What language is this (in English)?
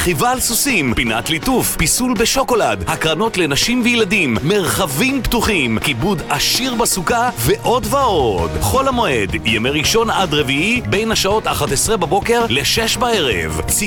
Hebrew